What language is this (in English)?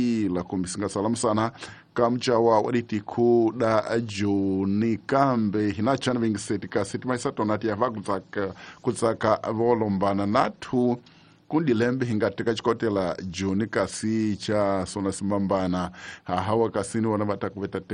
Tsonga